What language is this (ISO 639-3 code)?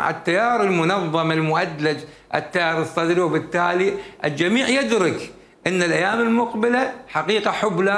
acm